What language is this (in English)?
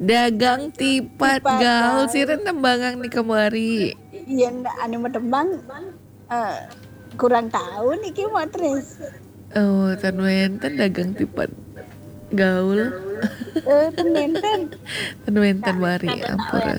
Balinese